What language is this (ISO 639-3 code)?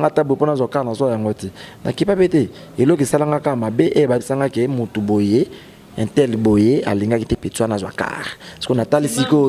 lin